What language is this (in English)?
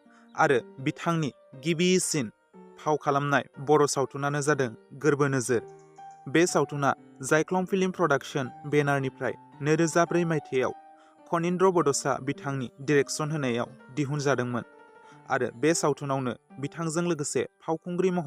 Bodo